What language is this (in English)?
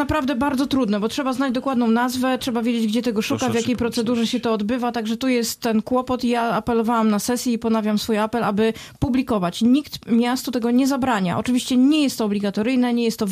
Polish